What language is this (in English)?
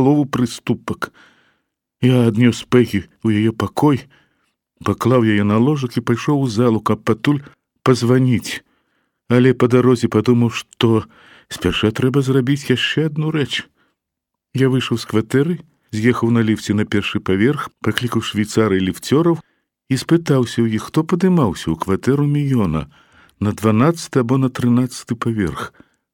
Belarusian